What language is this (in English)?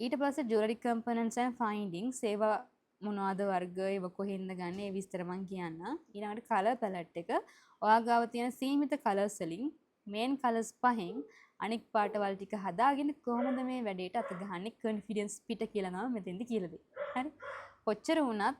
Sinhala